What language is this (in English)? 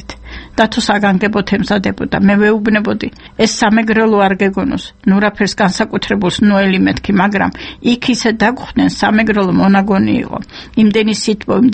Georgian